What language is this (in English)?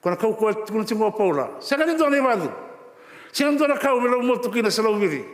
Fijian